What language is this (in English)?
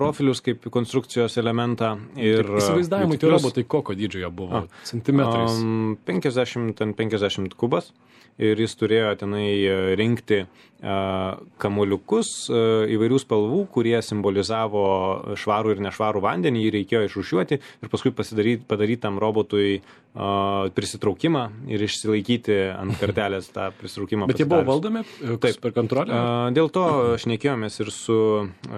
Lithuanian